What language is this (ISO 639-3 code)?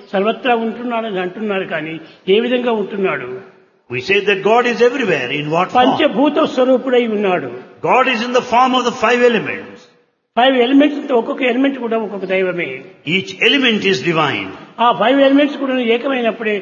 tel